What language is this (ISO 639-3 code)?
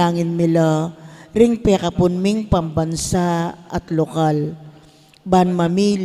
pam